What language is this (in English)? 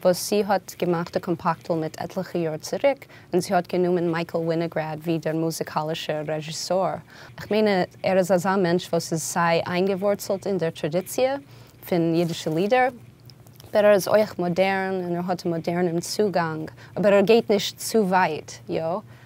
Yiddish